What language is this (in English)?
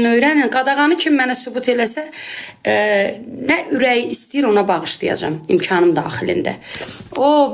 Azerbaijani